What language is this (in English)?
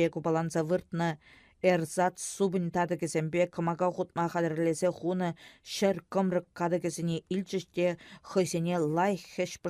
Chuvash